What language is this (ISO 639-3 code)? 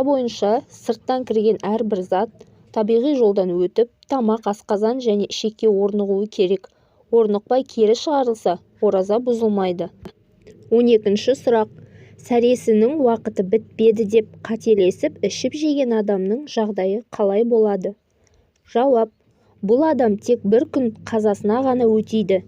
kaz